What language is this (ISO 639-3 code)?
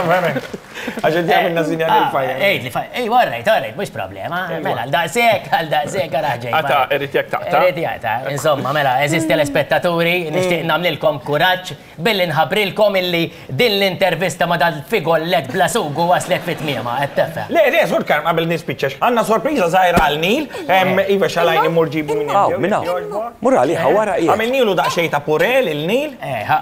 mlt